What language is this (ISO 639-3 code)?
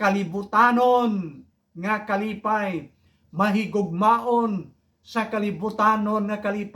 hil